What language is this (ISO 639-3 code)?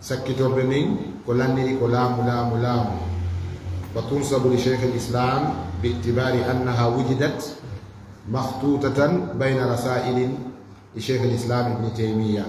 ful